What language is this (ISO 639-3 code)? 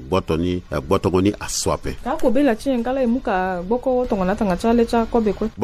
sag